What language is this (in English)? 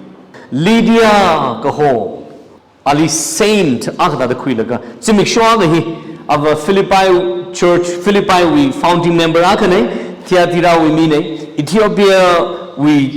Tangkhul Naga (India)